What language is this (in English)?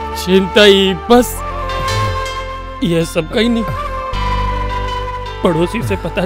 Bhojpuri